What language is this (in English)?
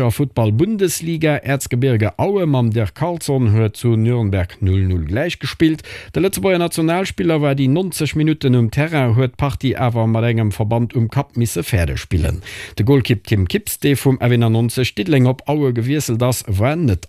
Luxembourgish